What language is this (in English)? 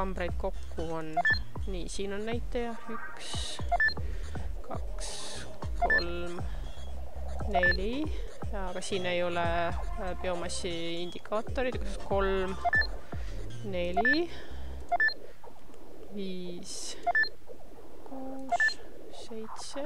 Estonian